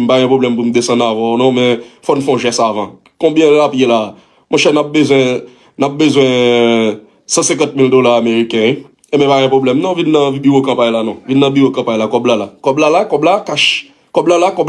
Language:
Haitian Creole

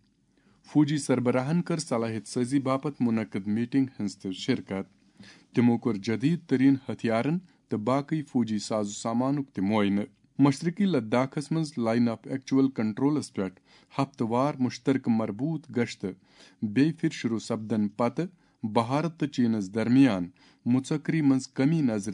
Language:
Kashmiri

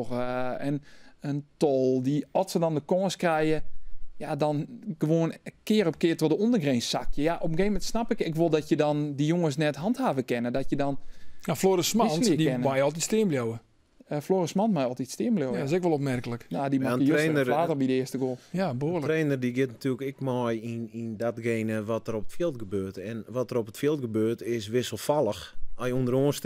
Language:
Western Frisian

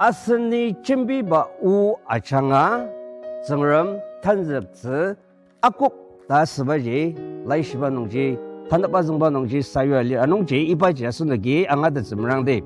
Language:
Ao Naga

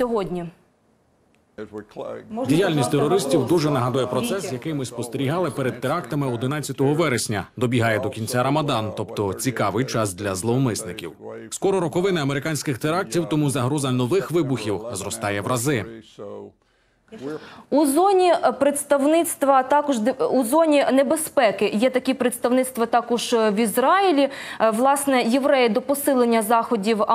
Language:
Ukrainian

